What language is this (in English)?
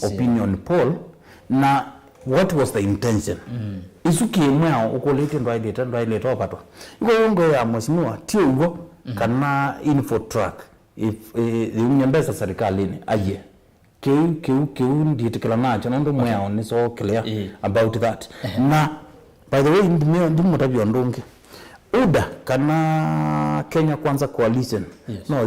Kamba